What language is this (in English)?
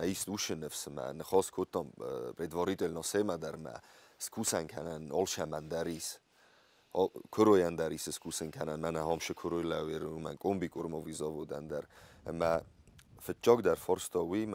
Ossetic